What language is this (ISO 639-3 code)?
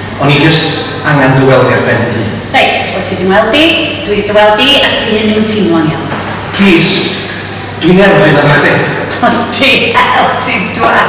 cym